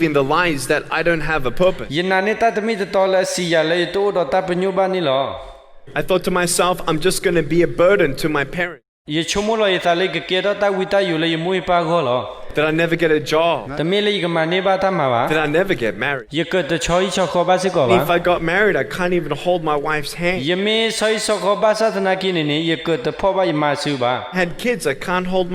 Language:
S'gaw Karen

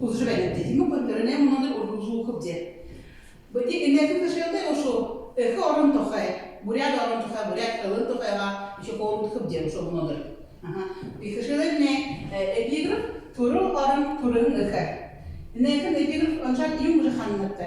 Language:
Buriat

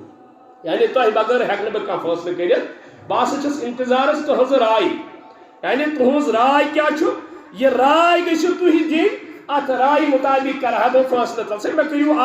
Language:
Kashmiri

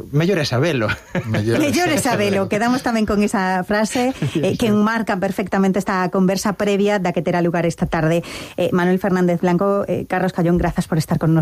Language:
Galician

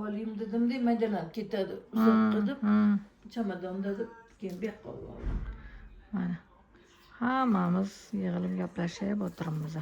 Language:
Uzbek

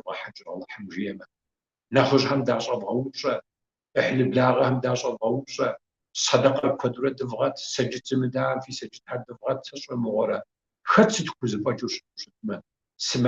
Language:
Kabardian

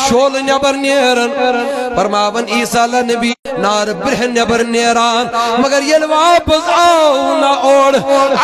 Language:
Kashmiri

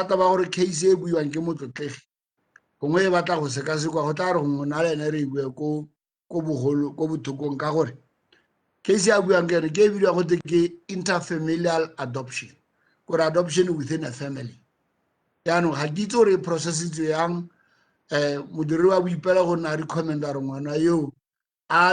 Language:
Tswana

